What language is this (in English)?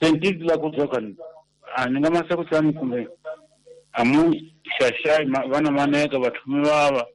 Tsonga